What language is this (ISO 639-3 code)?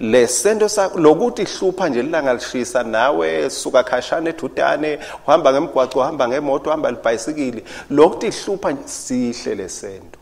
ssw